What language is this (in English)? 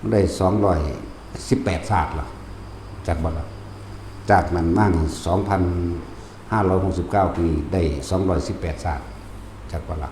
Northeastern Thai